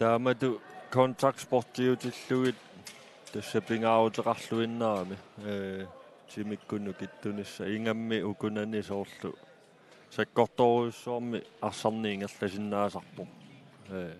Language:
Kalaallisut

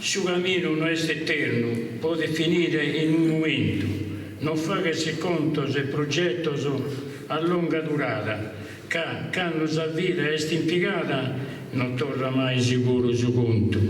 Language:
Sardinian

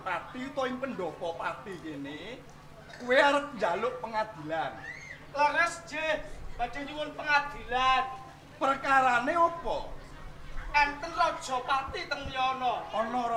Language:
Javanese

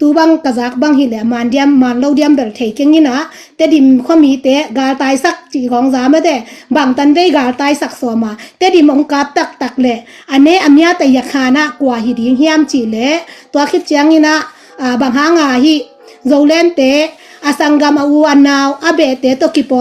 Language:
Tedim Chin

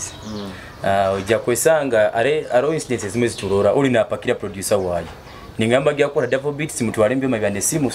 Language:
Nyoro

